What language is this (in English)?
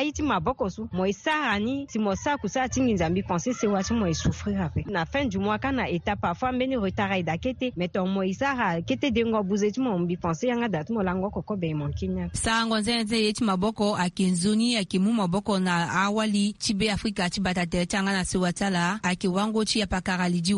Sango